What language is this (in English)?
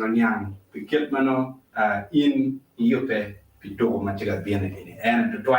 Acoli